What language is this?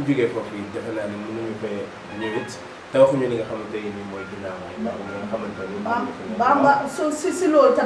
Wolof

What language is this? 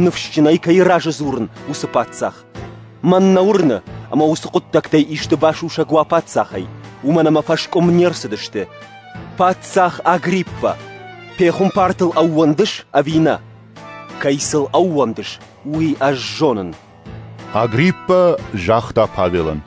Ossetic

